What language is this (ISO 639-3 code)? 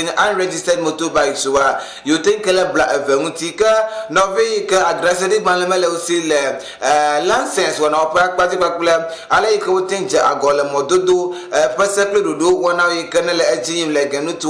ewe